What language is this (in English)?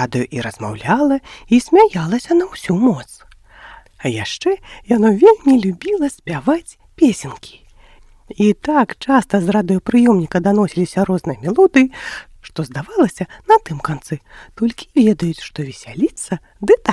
Belarusian